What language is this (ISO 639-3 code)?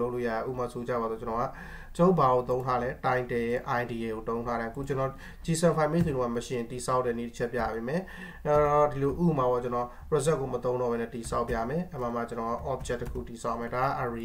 mya